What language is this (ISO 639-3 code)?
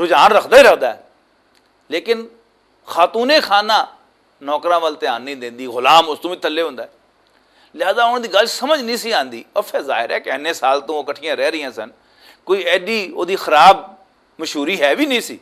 lah